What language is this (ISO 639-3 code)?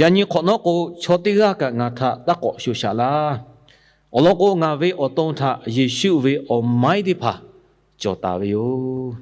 lhu